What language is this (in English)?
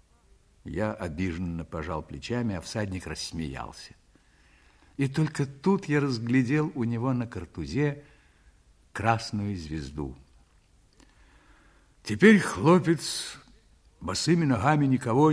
Russian